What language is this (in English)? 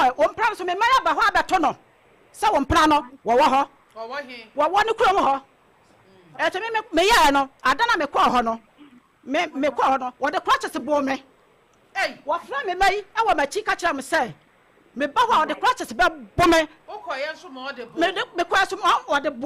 Akan